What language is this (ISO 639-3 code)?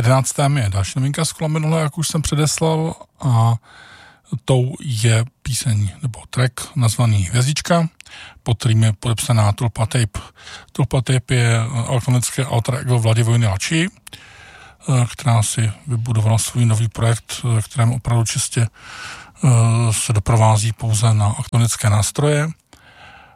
ces